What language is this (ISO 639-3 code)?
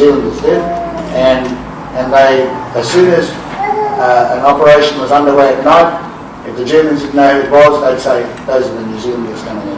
mri